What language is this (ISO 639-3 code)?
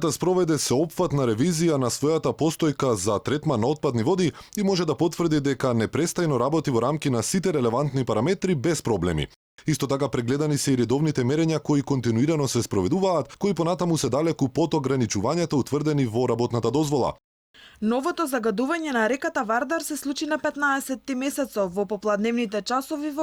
mkd